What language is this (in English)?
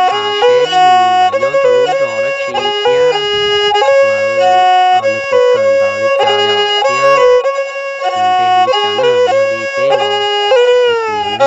Hmong